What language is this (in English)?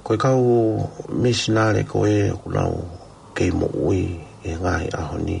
Tongan